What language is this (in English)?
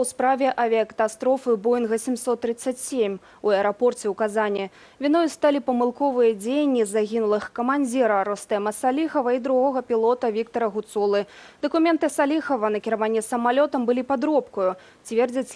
Belarusian